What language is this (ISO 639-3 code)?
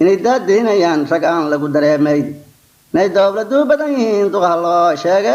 som